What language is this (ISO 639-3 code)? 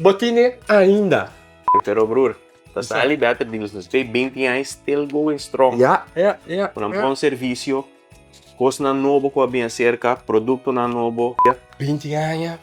pap